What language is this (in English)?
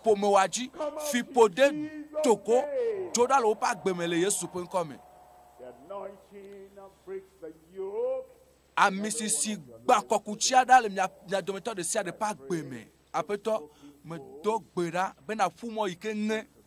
Ewe